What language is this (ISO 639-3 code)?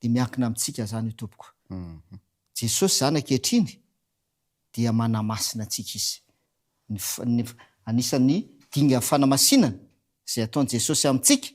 mlg